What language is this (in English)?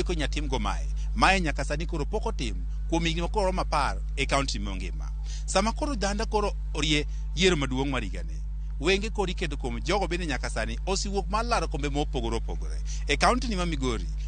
Luo (Kenya and Tanzania)